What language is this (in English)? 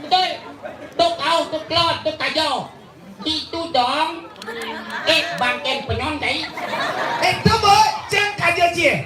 Balinese